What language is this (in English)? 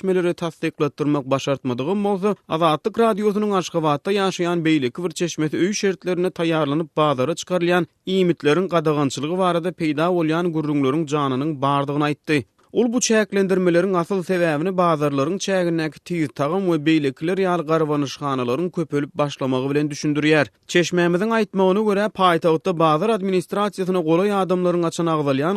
Turkmen